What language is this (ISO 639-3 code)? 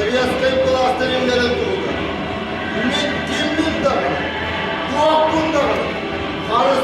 sah